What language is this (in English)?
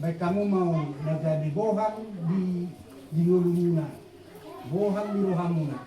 Batak Toba